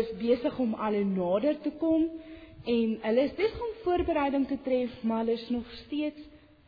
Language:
Afrikaans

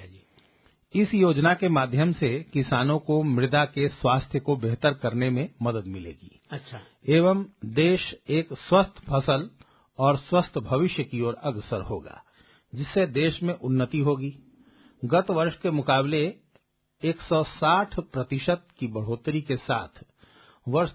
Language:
Hindi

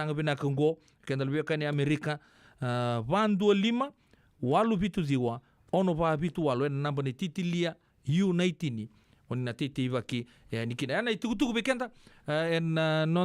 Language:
Fijian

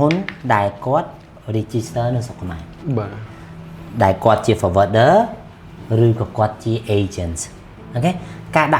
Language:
Khmer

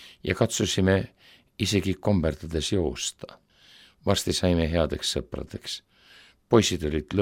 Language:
Estonian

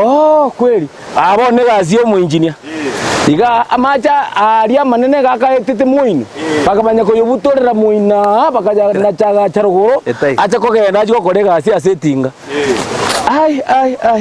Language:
Gusii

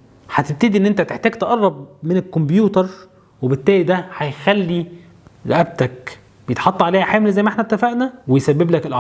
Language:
Egyptian Arabic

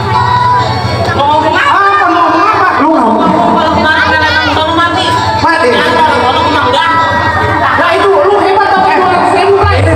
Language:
Betawi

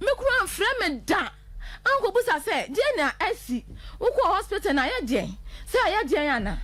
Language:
Akan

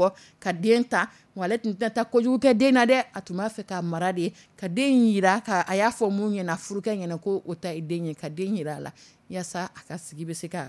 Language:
Dyula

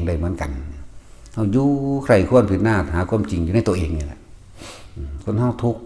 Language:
Northeastern Thai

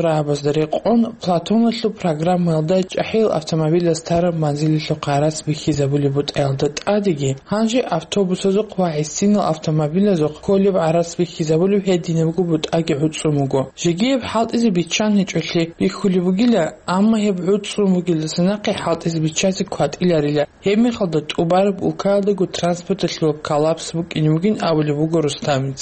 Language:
Avaric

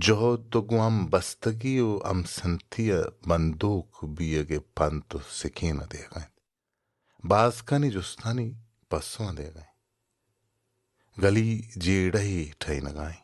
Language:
Baluchi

